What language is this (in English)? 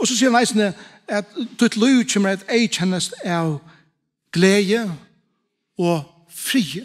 Faroese